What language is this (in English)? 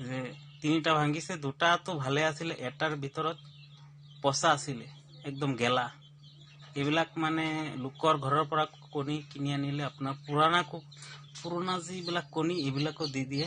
Assamese